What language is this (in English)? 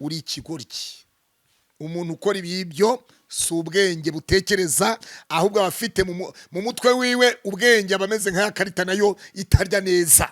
Kinyarwanda